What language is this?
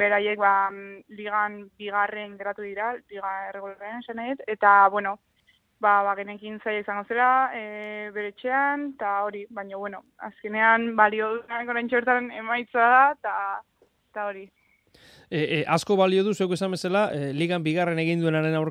Basque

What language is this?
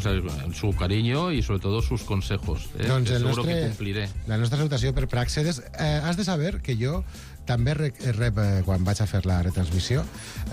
Catalan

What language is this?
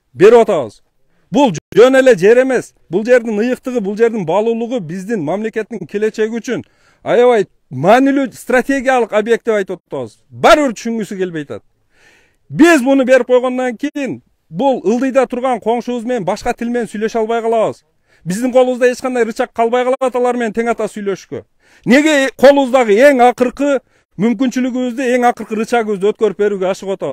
Kyrgyz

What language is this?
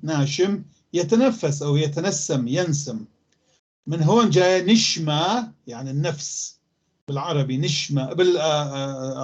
North Levantine Arabic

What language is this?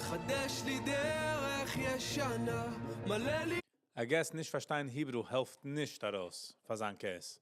Yiddish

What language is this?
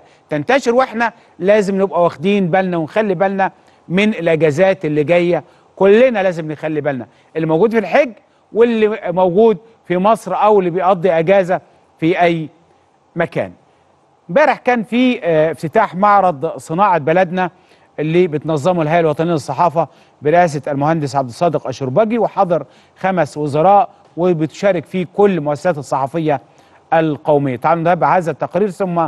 Egyptian Arabic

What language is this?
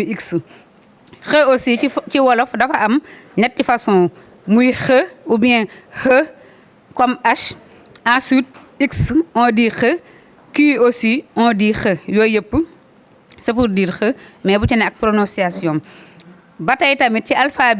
Wolof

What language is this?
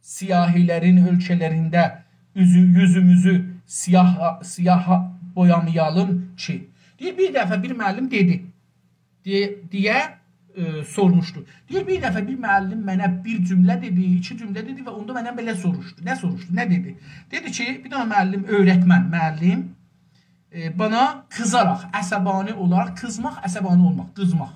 South Azerbaijani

